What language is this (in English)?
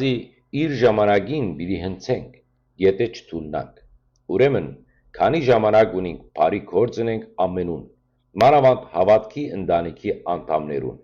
Western Armenian